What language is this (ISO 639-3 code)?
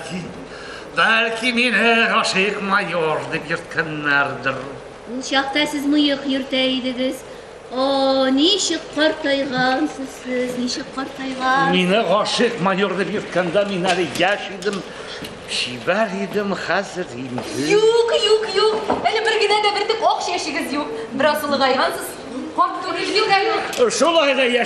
tat